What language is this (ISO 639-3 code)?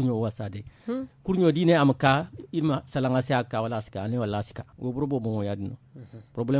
dje